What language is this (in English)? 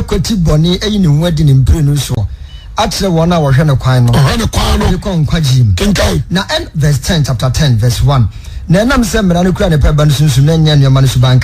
Akan